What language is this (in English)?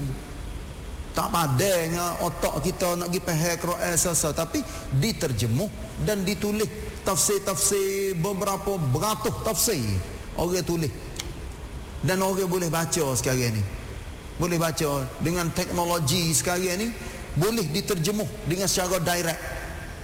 Malay